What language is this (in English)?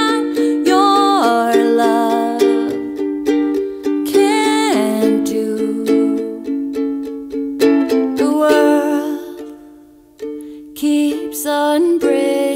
English